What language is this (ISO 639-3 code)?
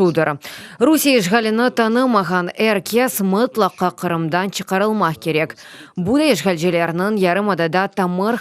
crh